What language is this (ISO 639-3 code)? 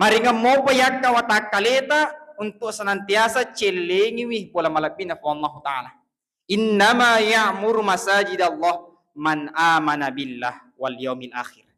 bug